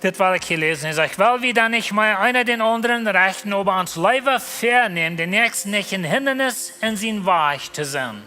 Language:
Plautdietsch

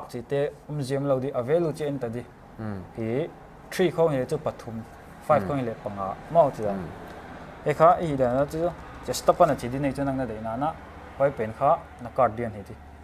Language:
Paite Chin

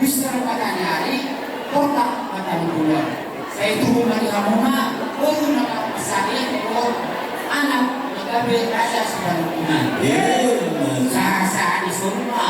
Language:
Batak Toba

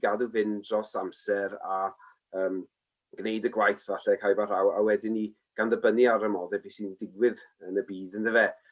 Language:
Welsh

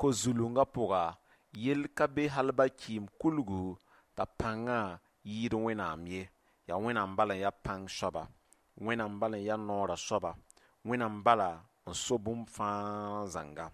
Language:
Mossi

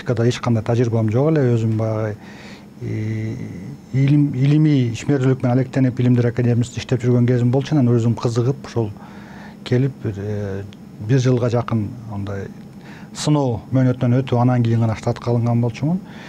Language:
Kyrgyz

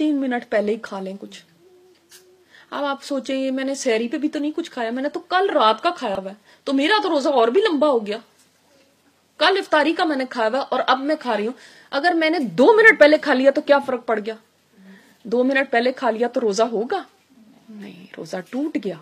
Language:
Urdu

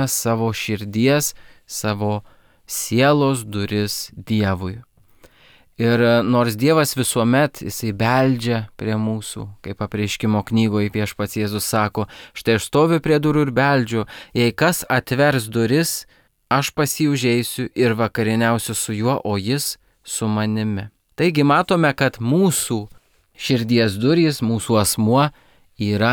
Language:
Lithuanian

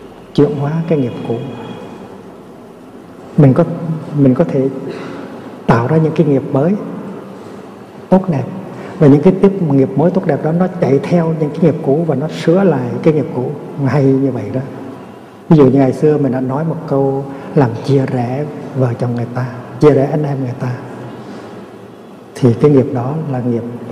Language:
Vietnamese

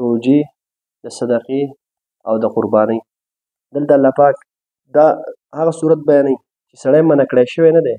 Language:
Pashto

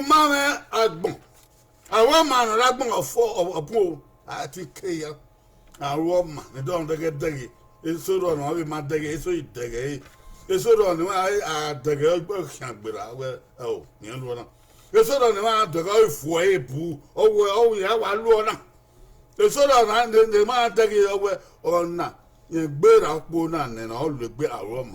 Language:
Bini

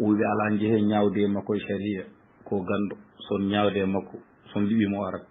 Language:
Fula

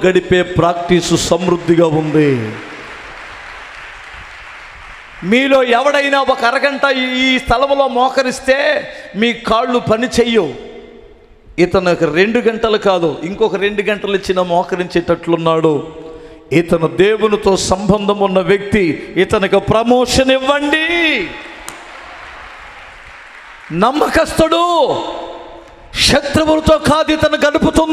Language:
Telugu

